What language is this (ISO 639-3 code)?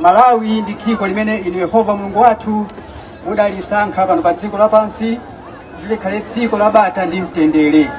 nya